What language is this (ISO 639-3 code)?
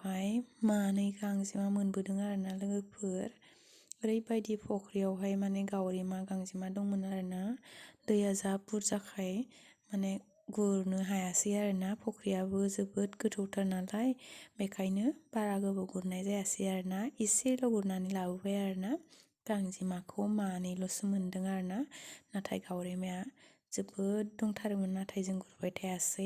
brx